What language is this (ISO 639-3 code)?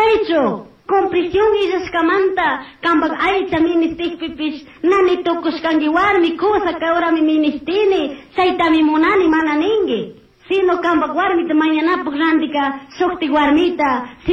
qug